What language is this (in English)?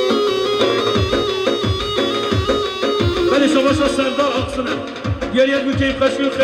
Persian